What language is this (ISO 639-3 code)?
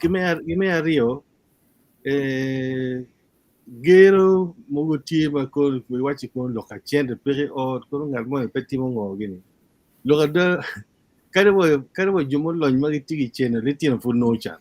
ach